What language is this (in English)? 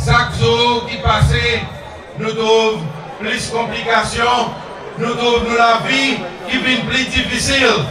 Seselwa Creole French